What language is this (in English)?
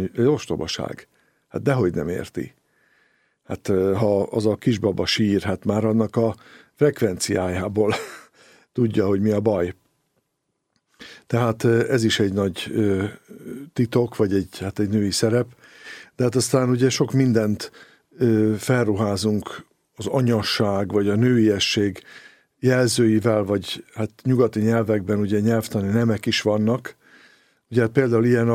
Hungarian